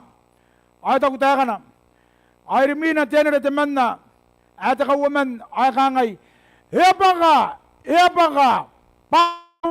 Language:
Gilbertese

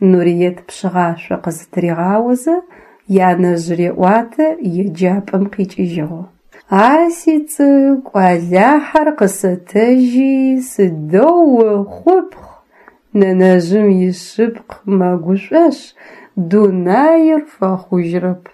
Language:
Adyghe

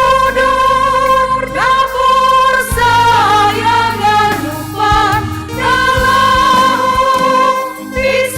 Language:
Batak Simalungun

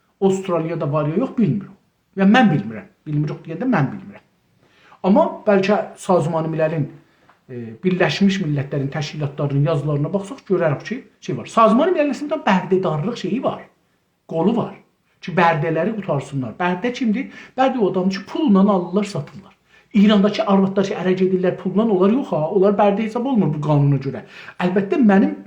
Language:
South Azerbaijani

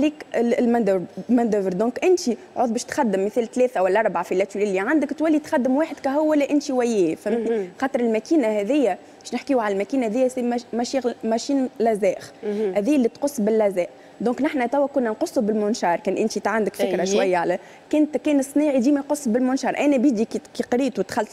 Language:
Tunisian Arabic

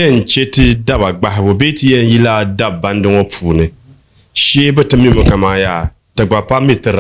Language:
Dagbani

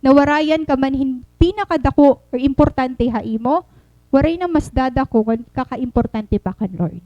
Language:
Waray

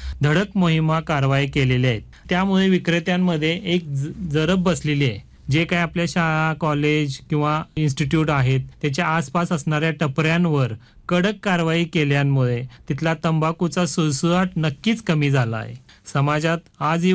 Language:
Marathi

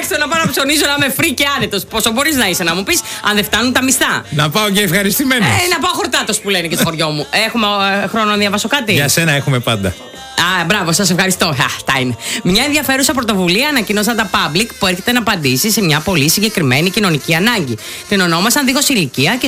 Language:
Greek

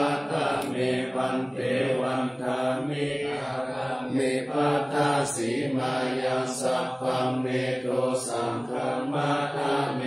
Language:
Pali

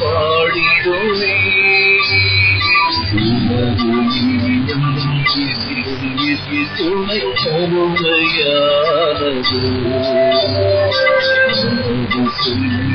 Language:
Tamil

